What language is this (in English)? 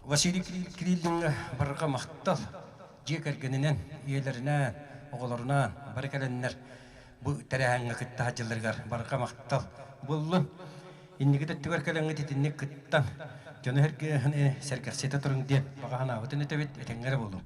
Yakut